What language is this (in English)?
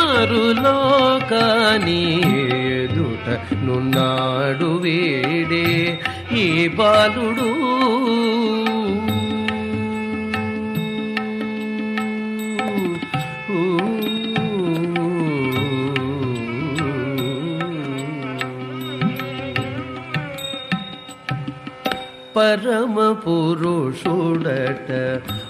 Telugu